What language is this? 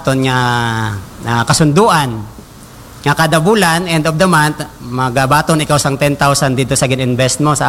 Hiligaynon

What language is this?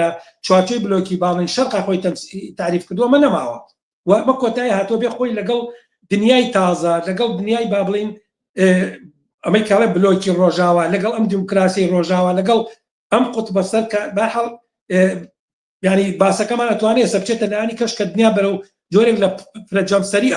Central Kurdish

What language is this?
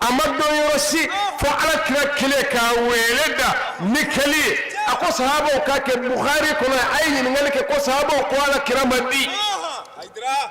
Bambara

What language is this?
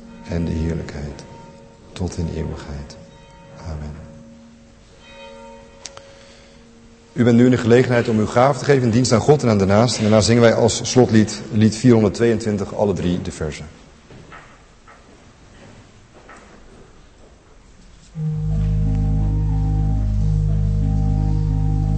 Dutch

